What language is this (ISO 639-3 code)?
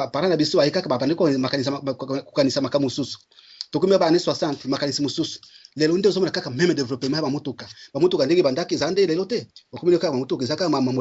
lin